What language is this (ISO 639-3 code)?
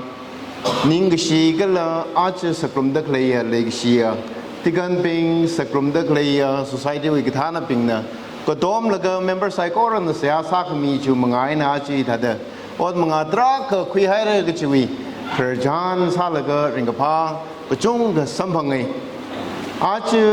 nmf